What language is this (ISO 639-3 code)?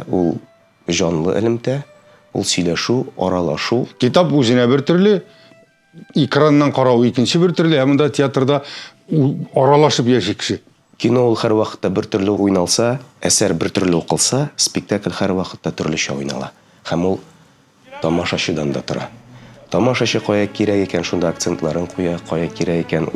tat